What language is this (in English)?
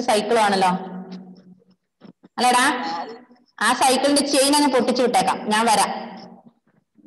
Malayalam